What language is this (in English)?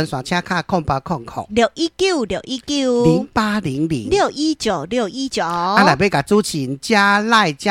Min Nan Chinese